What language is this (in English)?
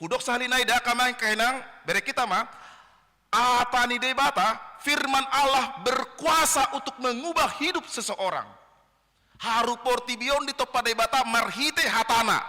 Batak Toba